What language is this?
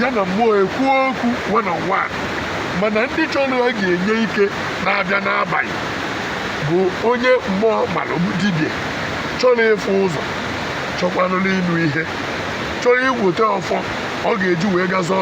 Igbo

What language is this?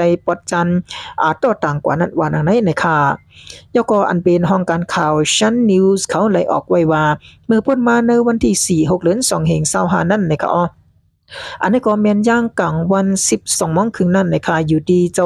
Shan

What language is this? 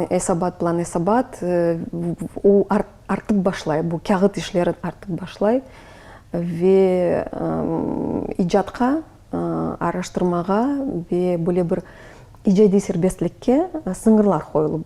Crimean Tatar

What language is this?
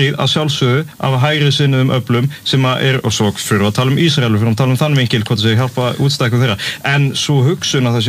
Icelandic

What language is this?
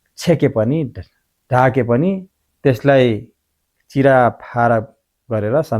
Nepali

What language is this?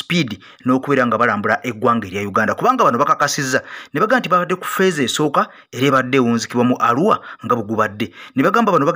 Ganda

